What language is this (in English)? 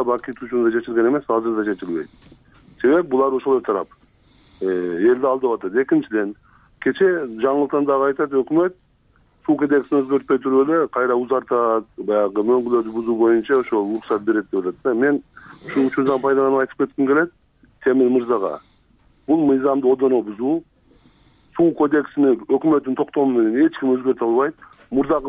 Kyrgyz